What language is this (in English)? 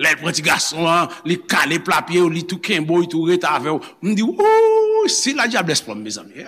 Haitian Creole